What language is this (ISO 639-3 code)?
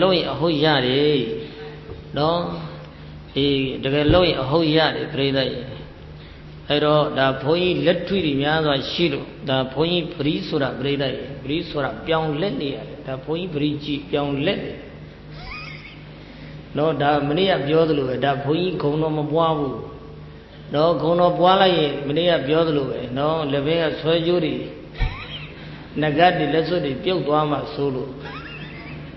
mya